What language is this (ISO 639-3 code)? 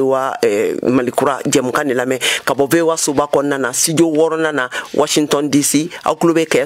bam